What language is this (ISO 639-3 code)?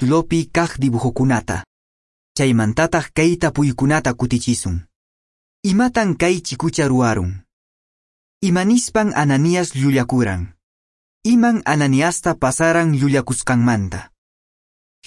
que